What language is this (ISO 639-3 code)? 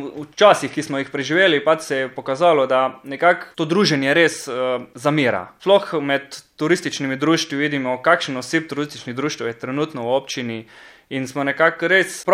slv